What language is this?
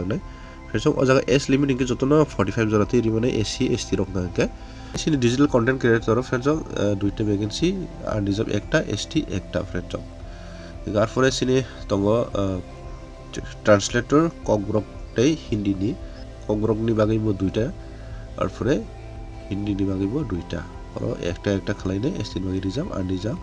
Kok Borok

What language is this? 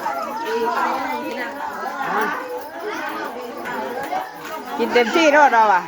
Northeastern Thai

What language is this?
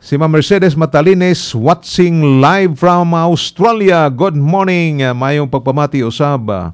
Cebuano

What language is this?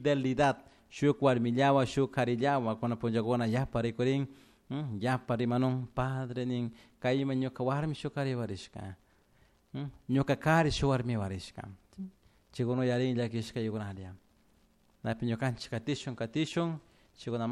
Chimborazo Highland Quichua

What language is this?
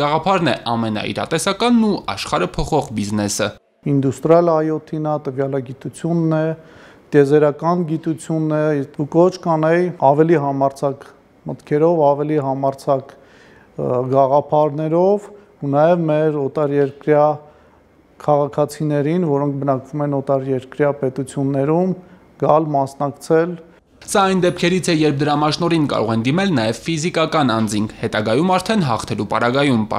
Armenian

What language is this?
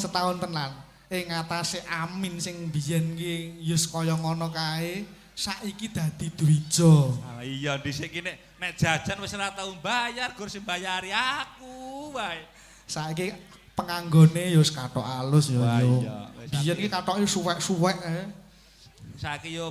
Javanese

